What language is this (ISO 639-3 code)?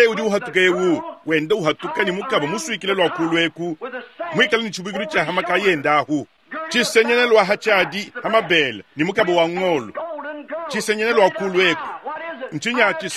lua